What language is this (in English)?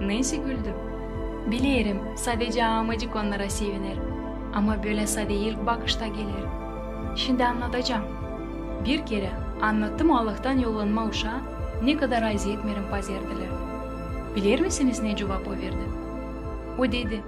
Gagauz